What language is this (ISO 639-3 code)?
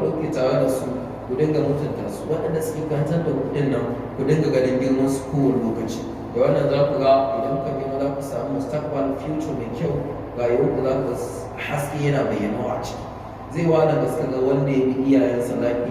hau